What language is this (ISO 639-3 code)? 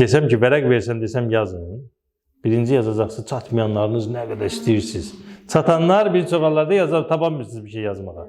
aze